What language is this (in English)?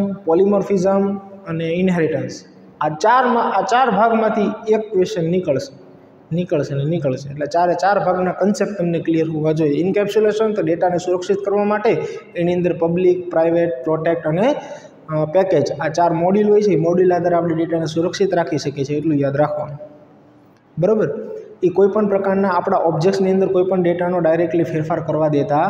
Gujarati